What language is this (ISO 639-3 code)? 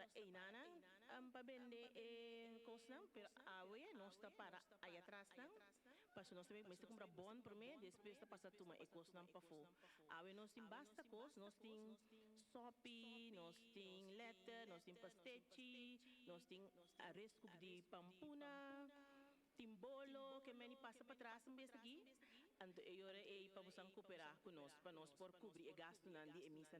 pap